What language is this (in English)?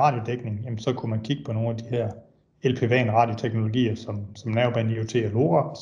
Danish